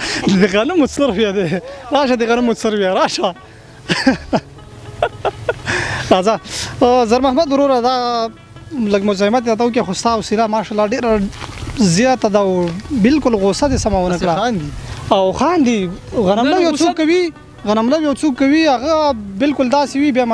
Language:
Pashto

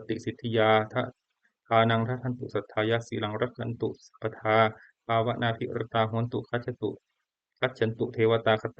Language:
Pali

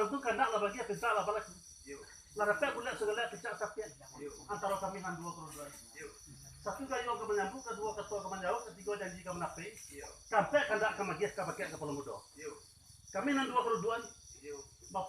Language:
Minangkabau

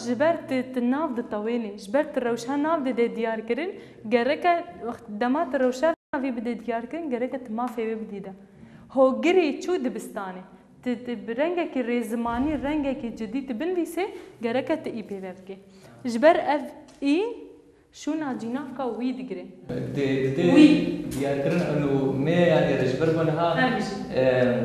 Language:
Kurdish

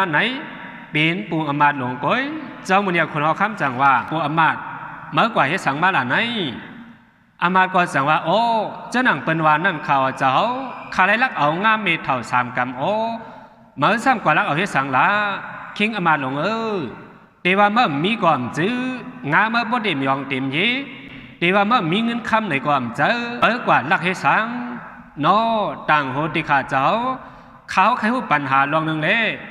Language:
Shan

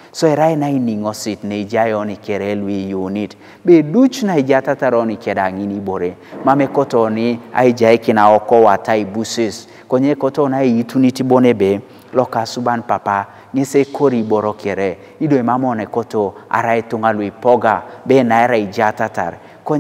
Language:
Teso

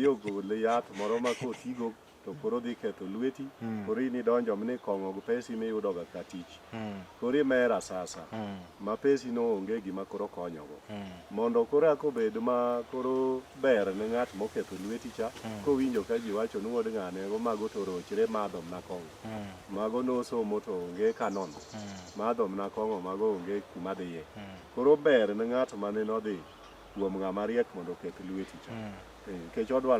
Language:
Luo (Kenya and Tanzania)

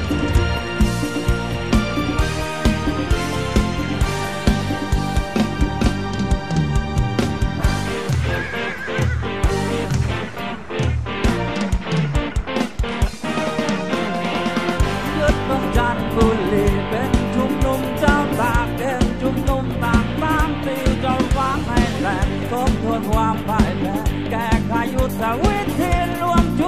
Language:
Thai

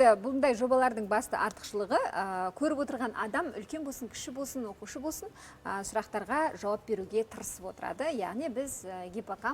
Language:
Kazakh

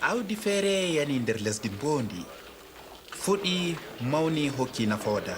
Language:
Adamawa Fulfulde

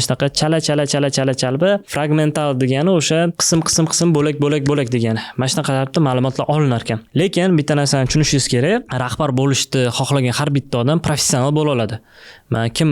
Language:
Uzbek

